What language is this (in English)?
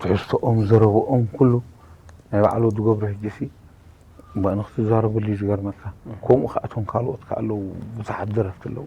Tigrinya